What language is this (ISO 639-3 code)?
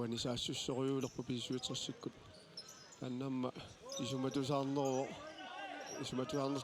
kal